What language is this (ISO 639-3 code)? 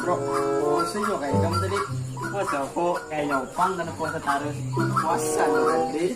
bjn